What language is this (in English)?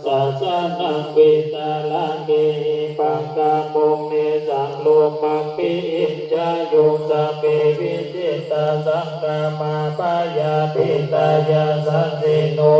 Pali